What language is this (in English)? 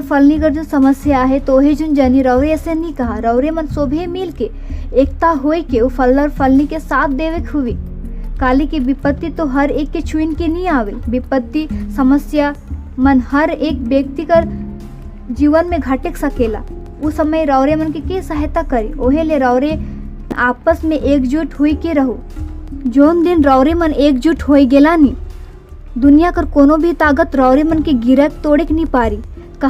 Sadri